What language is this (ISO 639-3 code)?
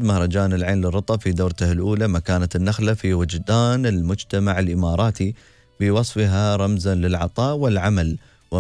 ara